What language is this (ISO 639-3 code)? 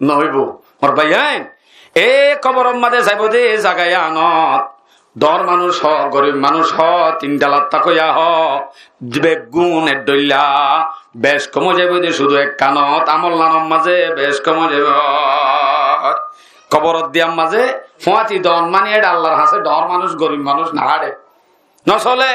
rhg